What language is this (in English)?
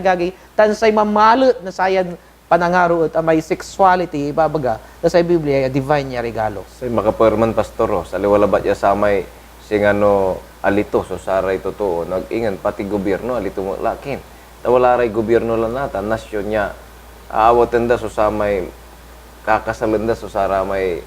Pangasinan